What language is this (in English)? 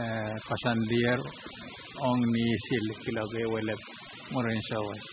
Pohnpeian